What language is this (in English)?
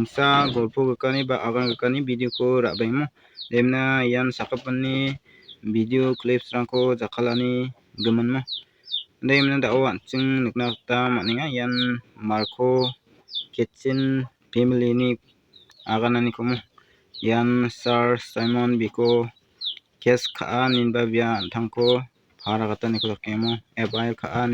Garo